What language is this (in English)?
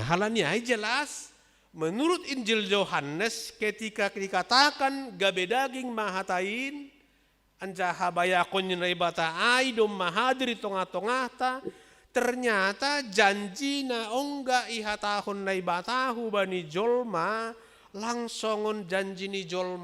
Batak Simalungun